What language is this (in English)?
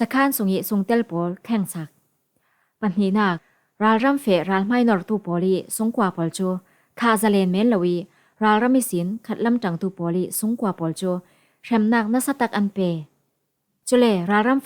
Falam Chin